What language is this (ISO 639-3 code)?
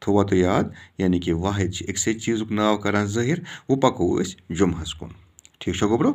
kas